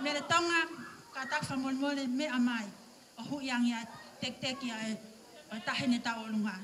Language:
Tongan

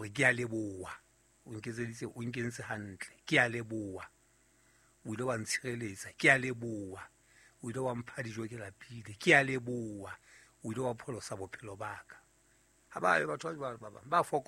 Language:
Southern Sotho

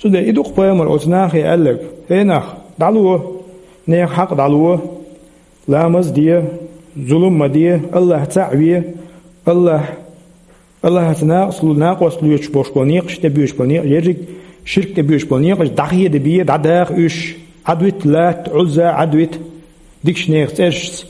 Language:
Chechen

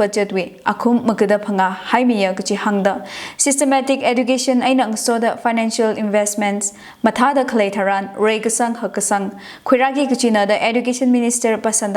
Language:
Tangkhul Naga (India)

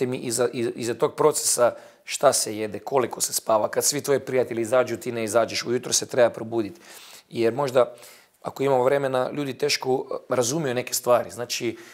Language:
Bosnian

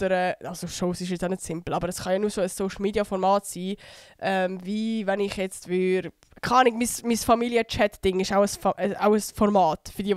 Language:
Swiss German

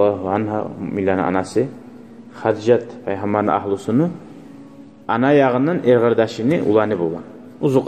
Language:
Kumyk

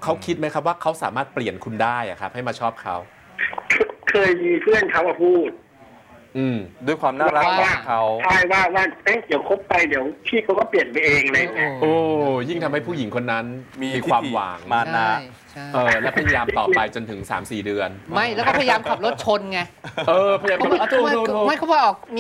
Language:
Thai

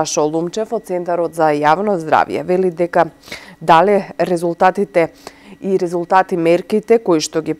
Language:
Macedonian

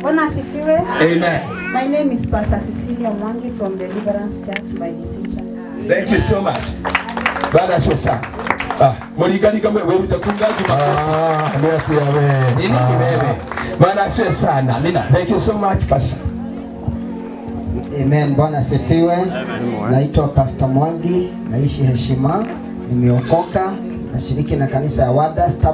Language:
Swahili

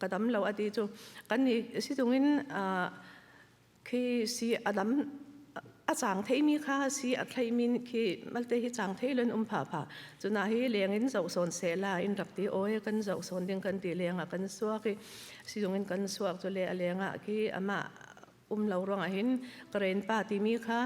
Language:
Falam Chin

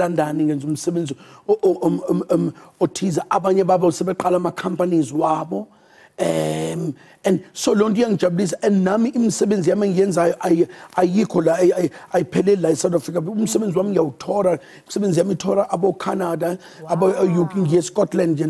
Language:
Zulu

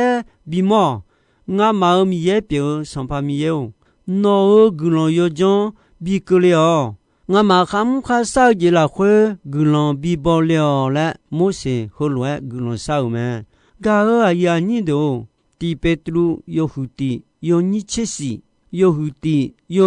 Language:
Akha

